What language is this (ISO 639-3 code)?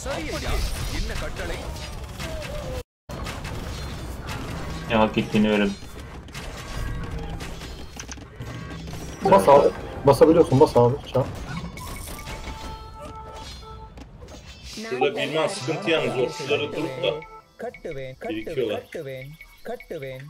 tur